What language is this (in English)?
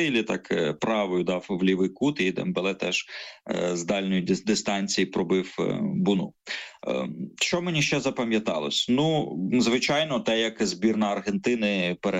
Ukrainian